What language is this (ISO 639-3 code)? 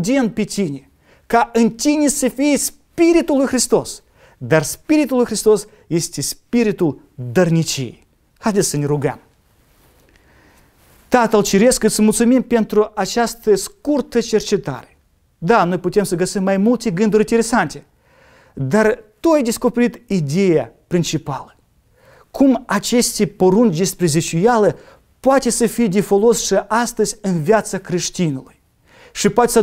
ron